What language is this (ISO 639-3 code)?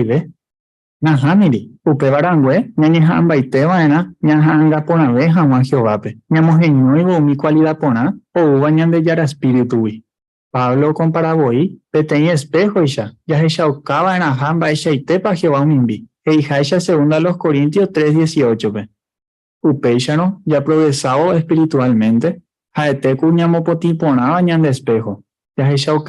grn